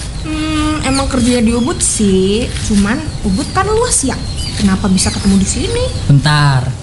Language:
Indonesian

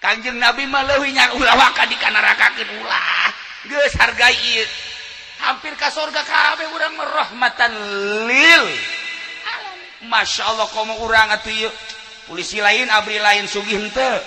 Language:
Sundanese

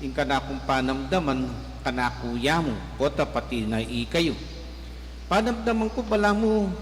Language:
Pampanga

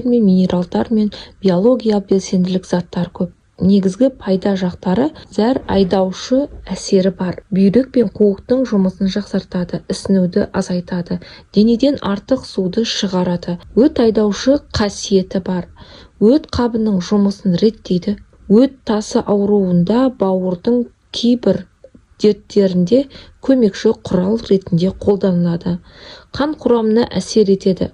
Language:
Kazakh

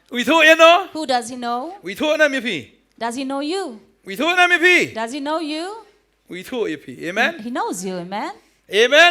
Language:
Khasi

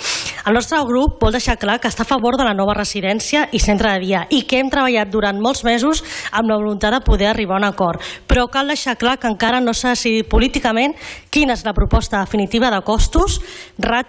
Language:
Catalan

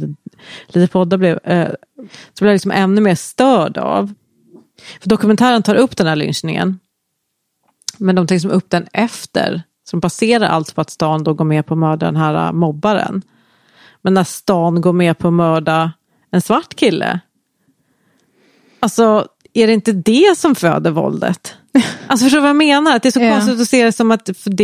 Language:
Swedish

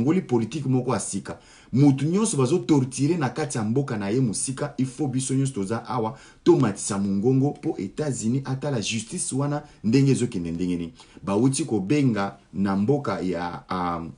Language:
Lingala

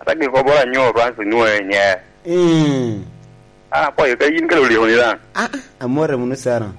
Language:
Lango (Uganda)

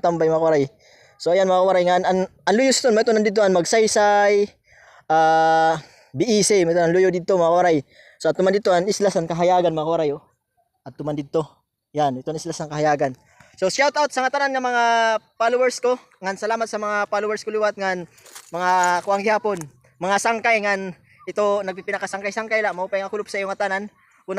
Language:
Waray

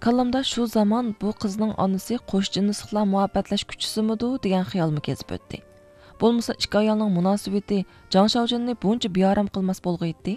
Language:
Uyghur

